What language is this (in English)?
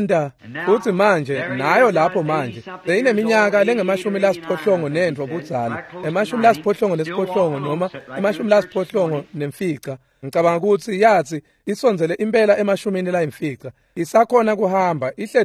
Swati